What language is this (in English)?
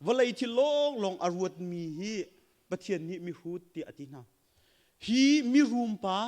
Hakha Chin